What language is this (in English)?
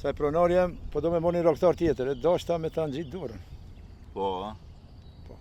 Albanian